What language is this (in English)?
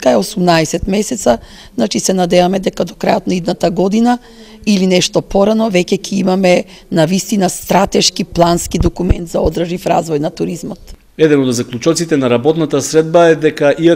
Macedonian